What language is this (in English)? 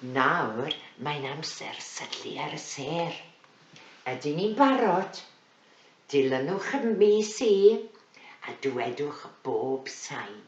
Welsh